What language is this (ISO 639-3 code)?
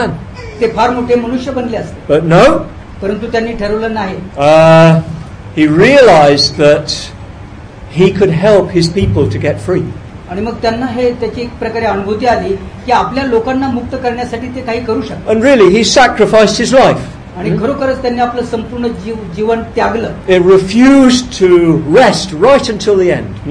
mar